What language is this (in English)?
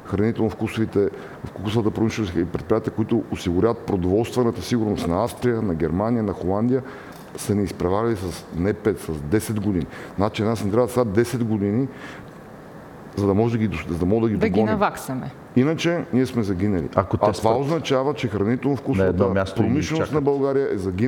Bulgarian